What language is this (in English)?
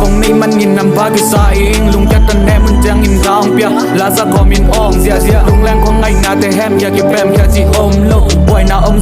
Tedim Chin